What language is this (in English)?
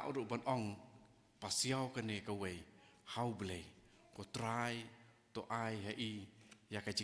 Khasi